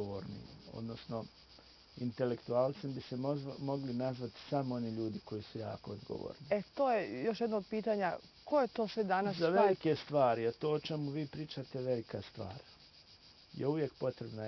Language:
Bosnian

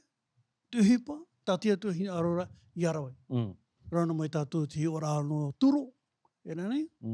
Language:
Tahitian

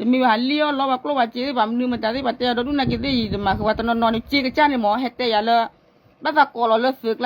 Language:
S'gaw Karen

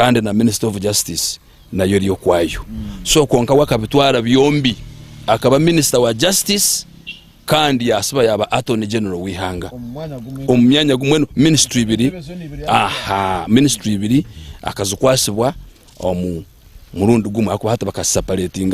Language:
Nyankole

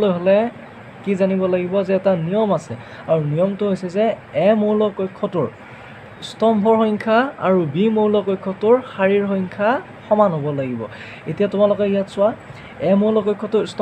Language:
Assamese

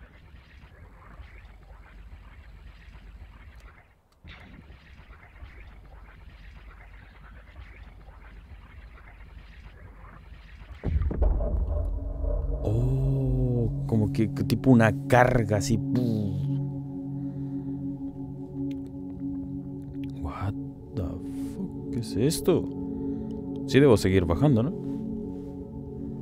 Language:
Spanish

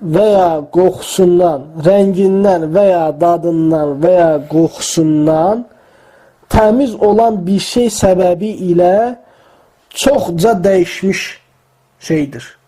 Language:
Azerbaijani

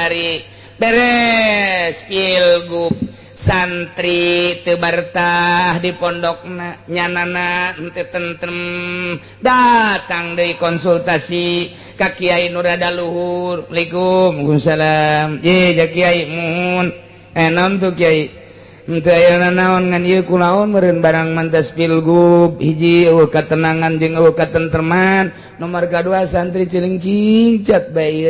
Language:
Sundanese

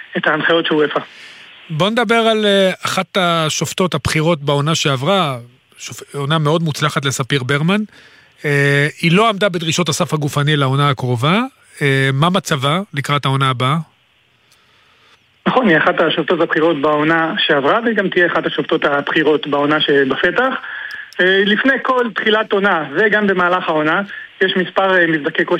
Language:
Hebrew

